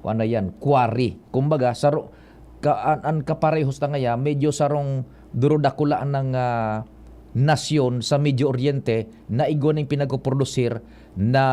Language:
Bikol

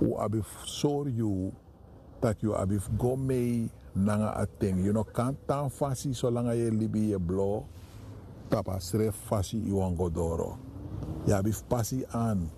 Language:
Sranan Tongo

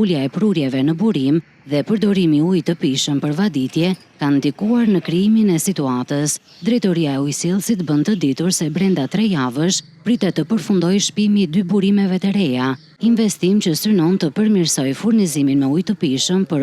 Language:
Albanian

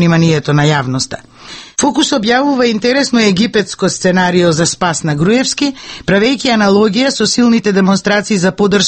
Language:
Macedonian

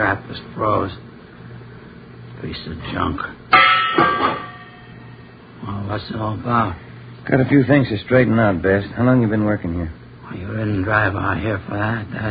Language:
English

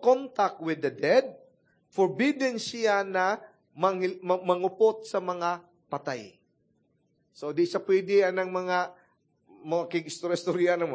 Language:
Cebuano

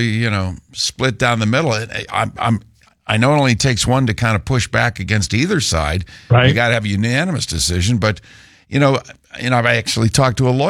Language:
English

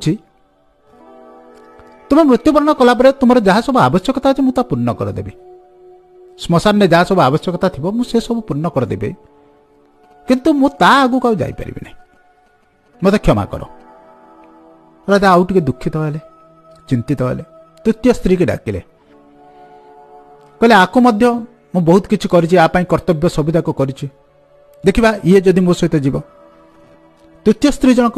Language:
Odia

